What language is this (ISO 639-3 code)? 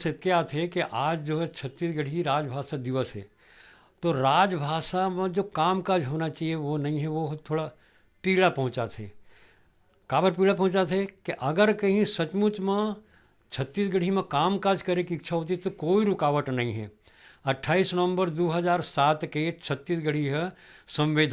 hne